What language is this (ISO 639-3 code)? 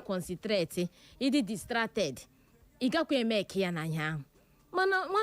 ibo